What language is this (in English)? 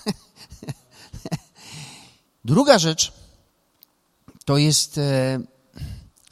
Polish